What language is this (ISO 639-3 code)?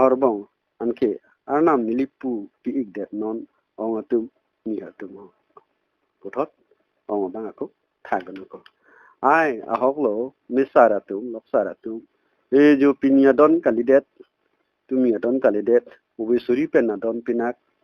mjw